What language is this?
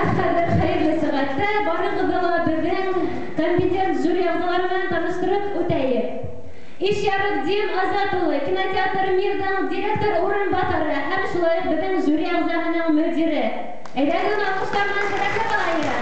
Bashkir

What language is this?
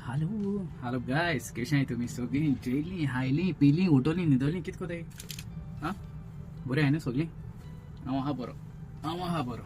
Konkani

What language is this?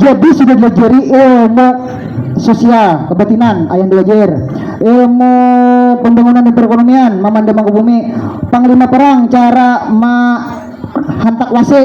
Banjar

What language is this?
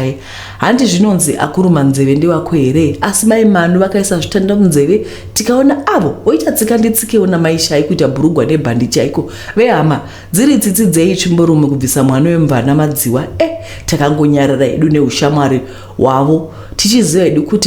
Shona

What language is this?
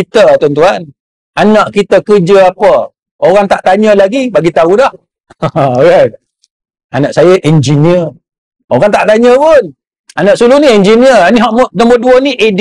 Malay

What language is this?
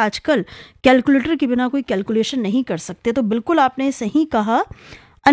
Hindi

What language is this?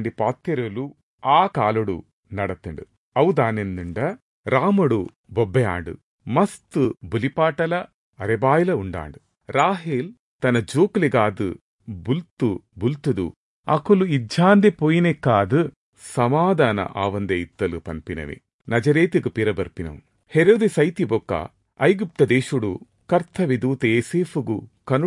Tulu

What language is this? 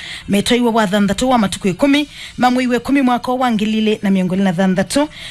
Kamba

